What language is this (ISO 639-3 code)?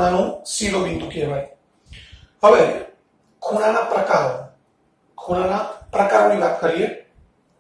guj